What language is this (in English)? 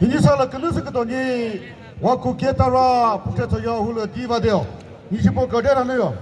Chokri Naga